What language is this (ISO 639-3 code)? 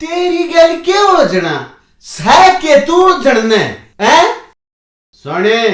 bgc